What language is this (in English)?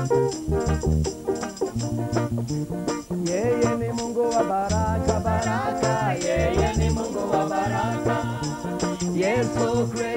Swahili